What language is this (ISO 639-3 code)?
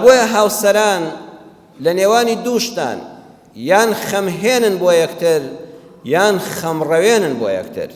ckb